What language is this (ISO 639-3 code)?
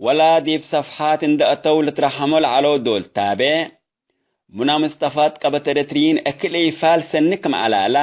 tig